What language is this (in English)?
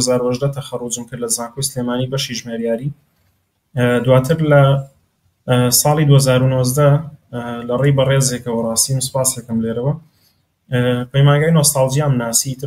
Central Kurdish